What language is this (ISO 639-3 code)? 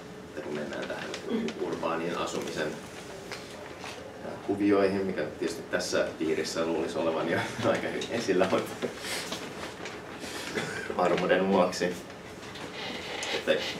fin